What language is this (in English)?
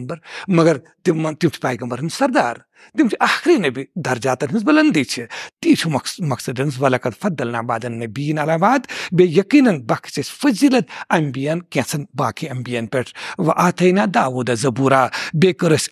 Kashmiri